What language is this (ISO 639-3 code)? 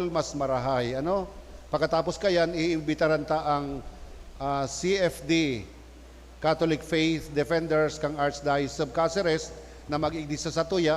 bik